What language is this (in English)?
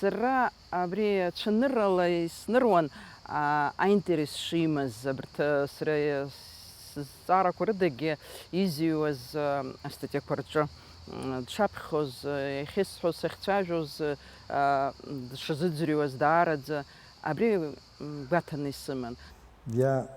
Abkhazian